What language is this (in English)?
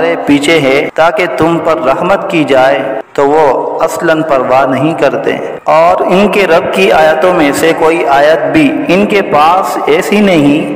Urdu